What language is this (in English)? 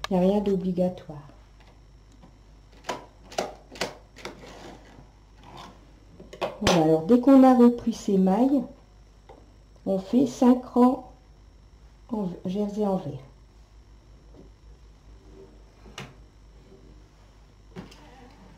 French